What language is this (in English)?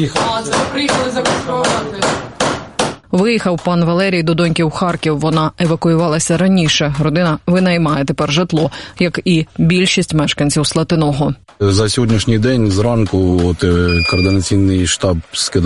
Ukrainian